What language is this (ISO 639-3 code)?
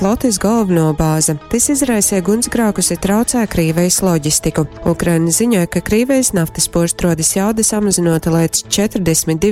ltg